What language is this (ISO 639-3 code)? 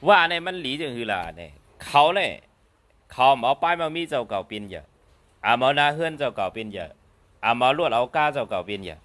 shn